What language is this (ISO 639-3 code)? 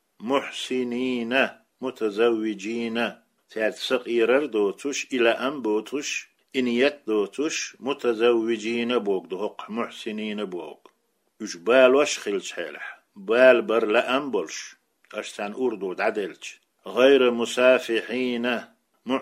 che